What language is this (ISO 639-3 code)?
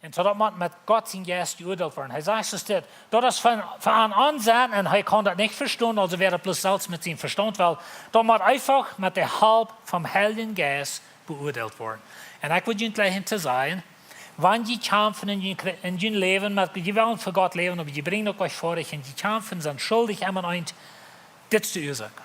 pdt